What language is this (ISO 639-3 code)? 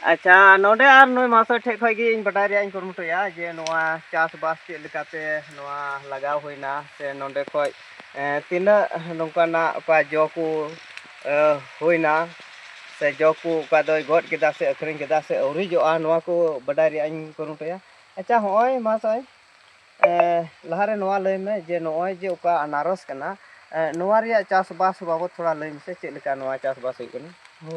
sat